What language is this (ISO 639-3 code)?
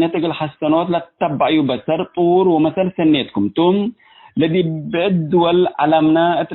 tig